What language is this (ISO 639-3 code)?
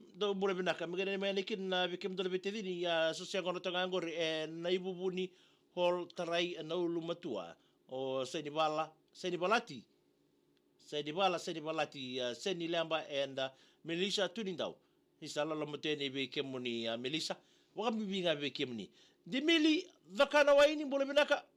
fij